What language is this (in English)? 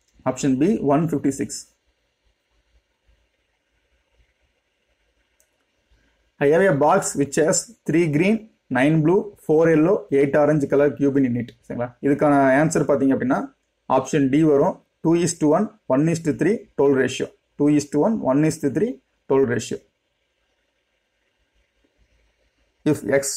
Tamil